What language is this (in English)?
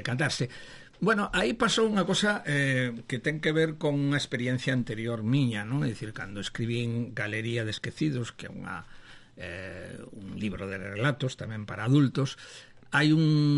Galician